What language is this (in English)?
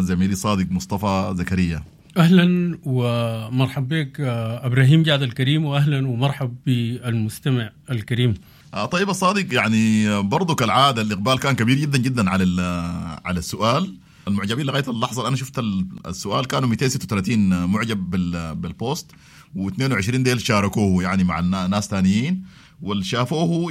Sudanese Arabic